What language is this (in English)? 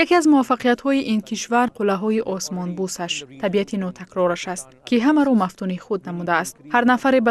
Tajik